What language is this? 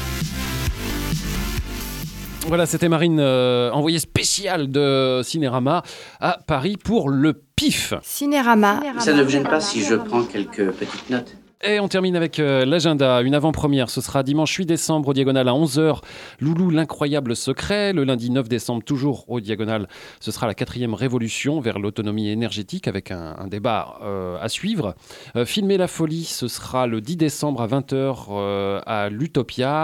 French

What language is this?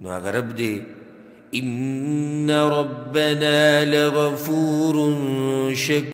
Pashto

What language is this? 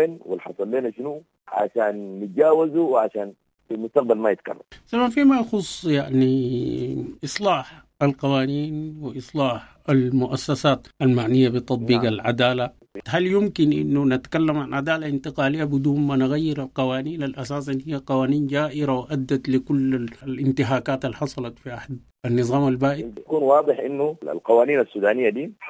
Sudanese Arabic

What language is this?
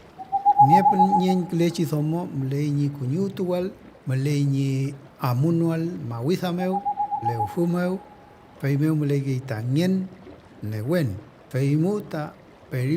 Mapuche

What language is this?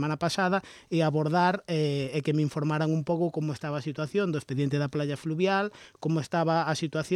Galician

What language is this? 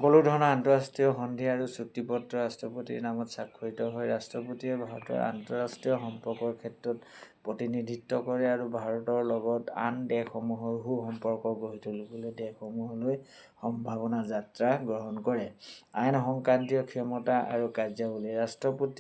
Assamese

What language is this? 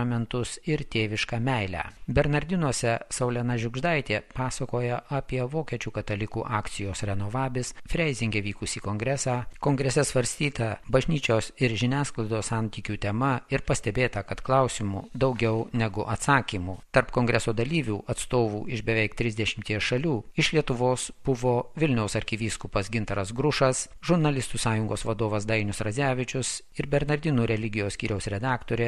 Lithuanian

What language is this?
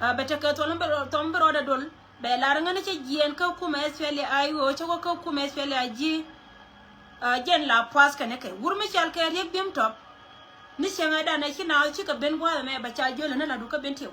Nuer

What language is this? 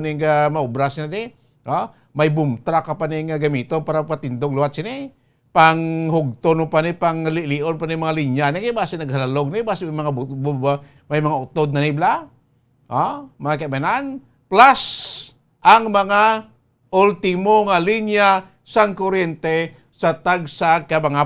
Hiligaynon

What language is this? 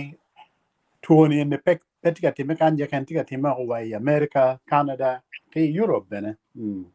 Acoli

